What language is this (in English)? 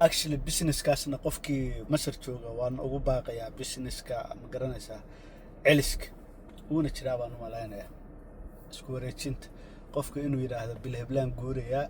Somali